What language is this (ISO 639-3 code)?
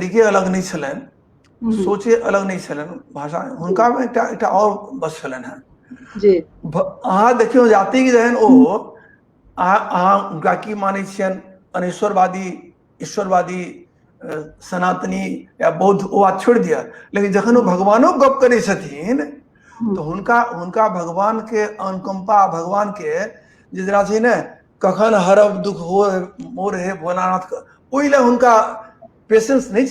mai